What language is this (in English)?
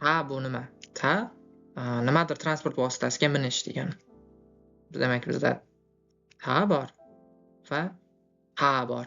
Uzbek